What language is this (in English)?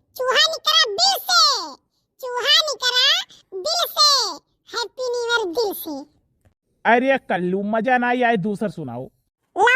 Awadhi